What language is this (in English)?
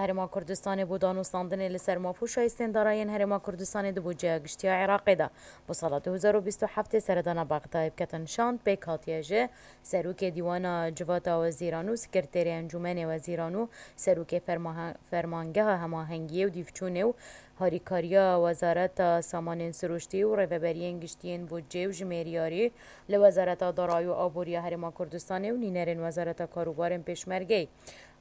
Kurdish